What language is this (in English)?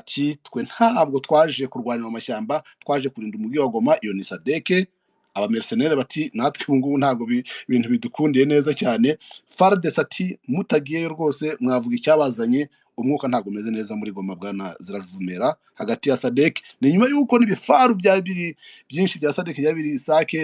Kinyarwanda